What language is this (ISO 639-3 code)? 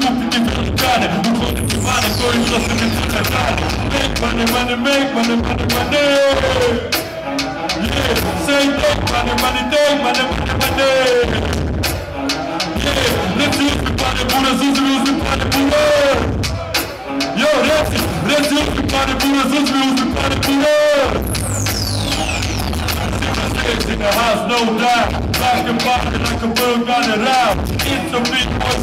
hrv